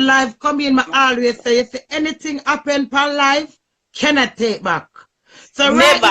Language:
Jamaican Creole English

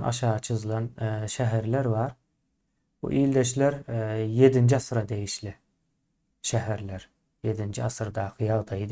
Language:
Turkmen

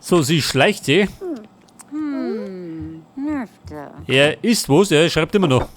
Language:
Bavarian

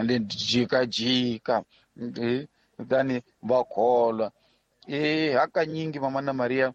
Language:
Tsonga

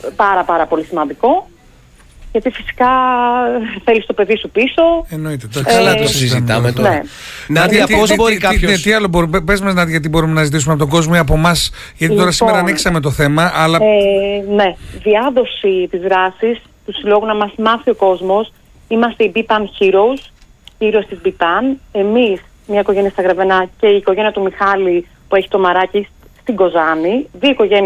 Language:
Greek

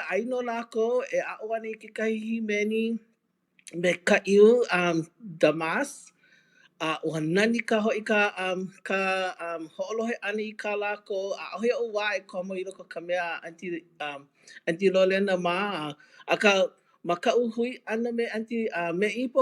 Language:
Hawaiian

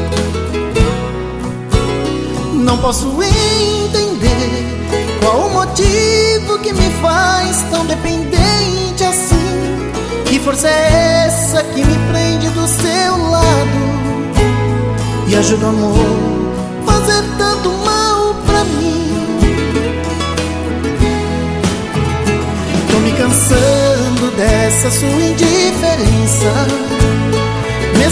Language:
Portuguese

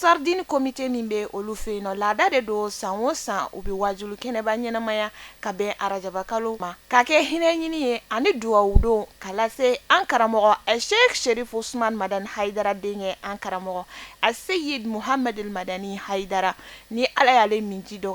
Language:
Bambara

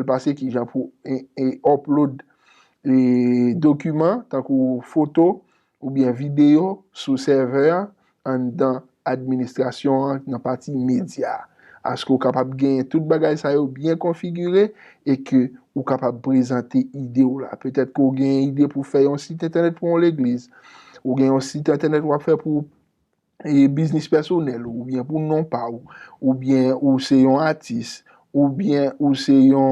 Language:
Haitian Creole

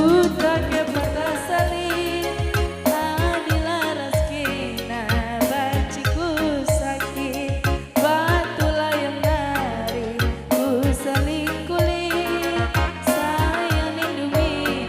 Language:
Batak Karo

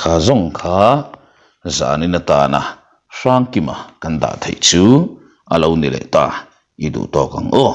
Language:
Mizo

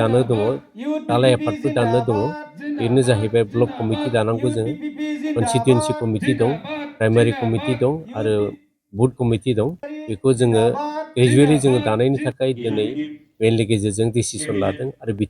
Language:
Bodo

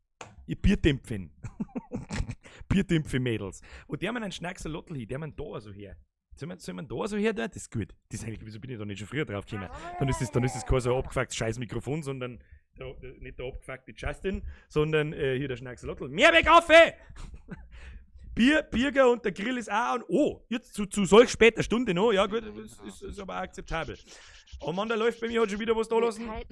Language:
Bavarian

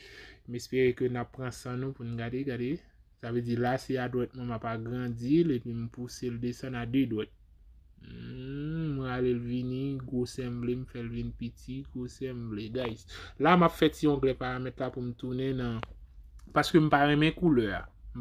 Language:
Haitian Creole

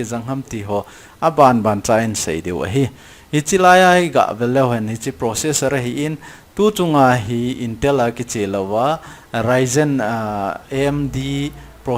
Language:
Thado Chin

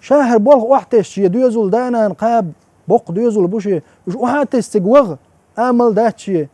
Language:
Chechen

